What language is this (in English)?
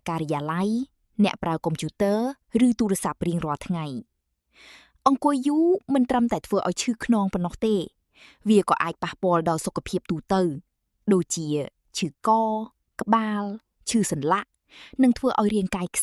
Khmer